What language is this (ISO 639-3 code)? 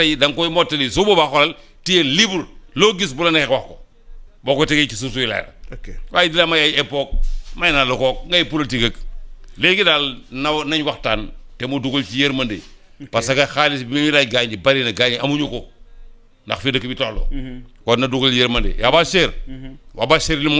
wol